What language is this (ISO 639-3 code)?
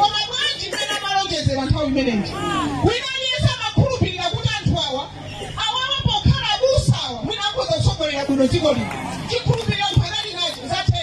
nya